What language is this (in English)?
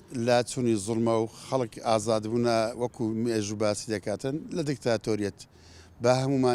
Central Kurdish